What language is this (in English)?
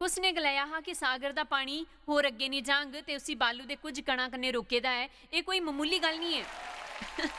Dogri